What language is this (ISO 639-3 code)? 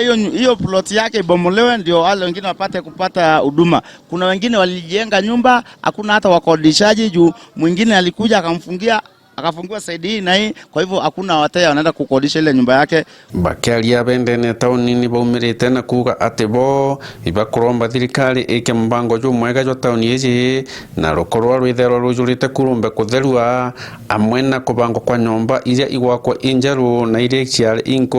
mer